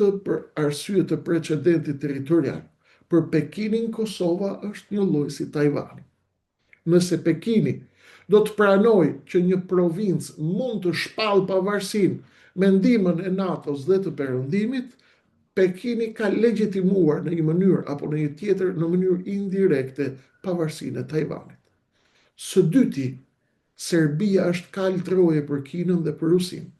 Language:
Albanian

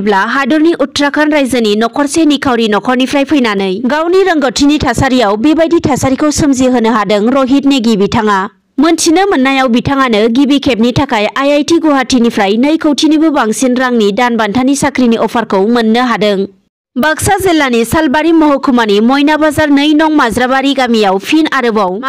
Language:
Bodo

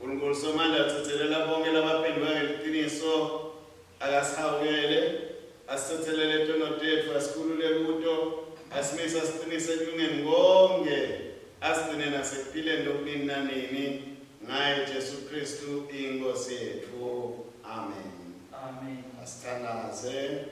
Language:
Swati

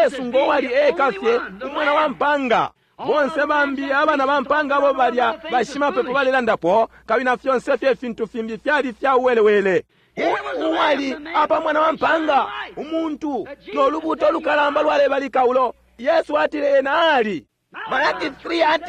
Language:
Bemba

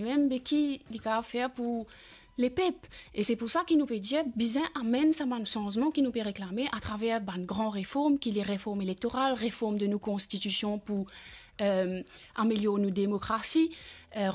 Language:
Morisyen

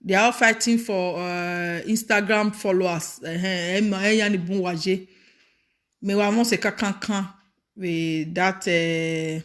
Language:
Nigerian Pidgin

